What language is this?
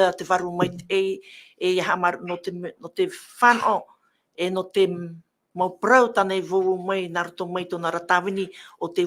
Tahitian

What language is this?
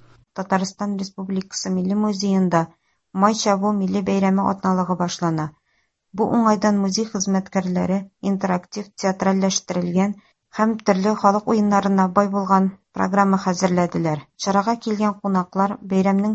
Tatar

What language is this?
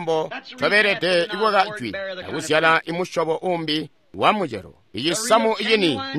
Tonga (Zambia)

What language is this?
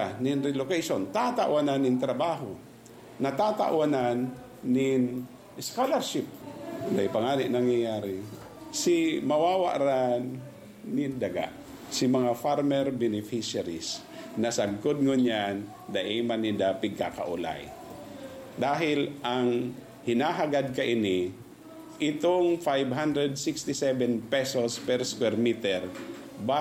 Bikol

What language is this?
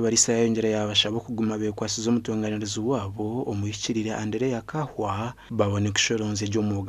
Nyankole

